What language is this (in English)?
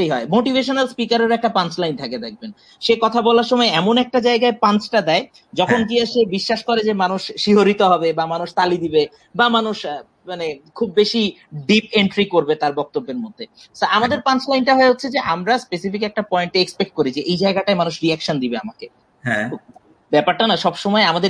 Bangla